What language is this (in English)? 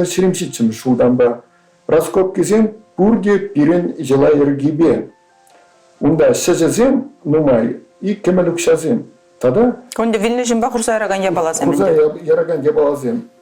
Chuvash